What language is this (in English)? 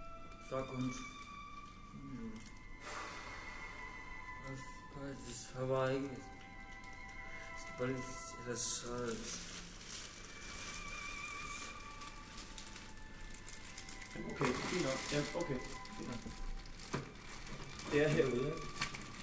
Danish